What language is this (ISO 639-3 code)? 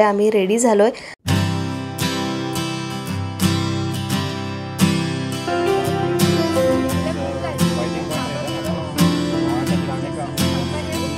mar